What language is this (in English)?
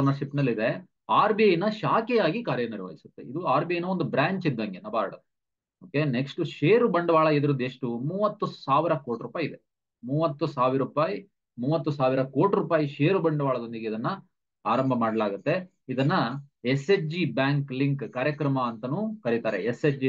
Kannada